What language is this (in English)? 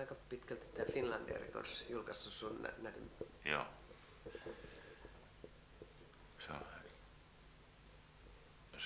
Finnish